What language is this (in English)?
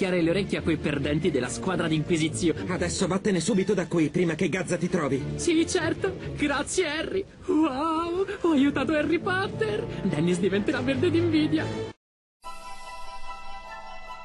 Italian